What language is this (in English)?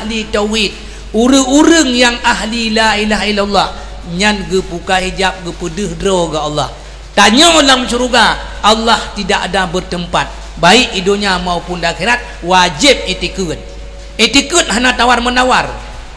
Achinese